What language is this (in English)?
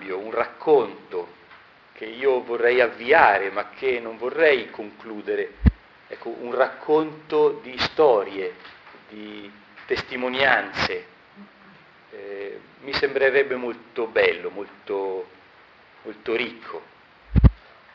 Italian